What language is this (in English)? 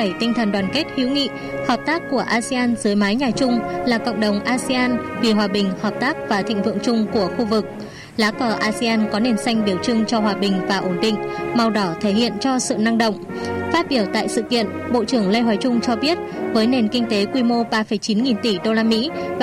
Vietnamese